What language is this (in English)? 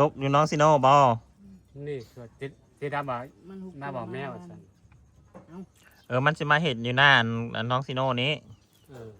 Northeastern Thai